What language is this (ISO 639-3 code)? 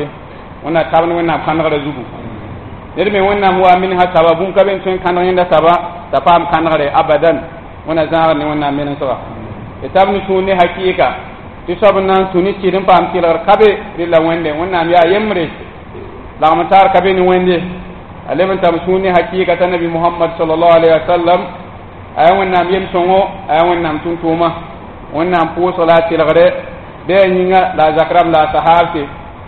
mos